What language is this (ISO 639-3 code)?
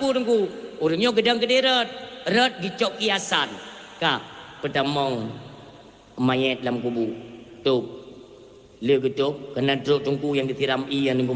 ace